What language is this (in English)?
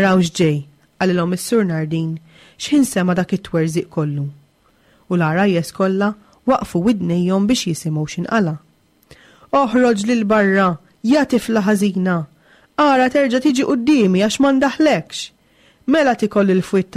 Maltese